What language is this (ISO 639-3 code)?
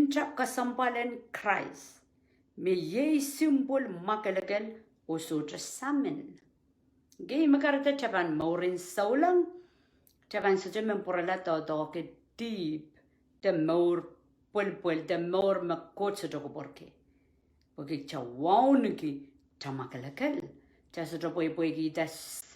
pon